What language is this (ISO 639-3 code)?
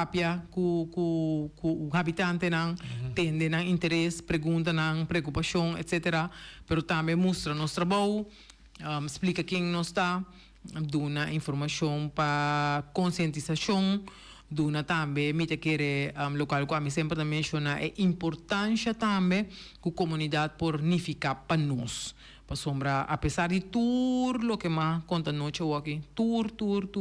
pap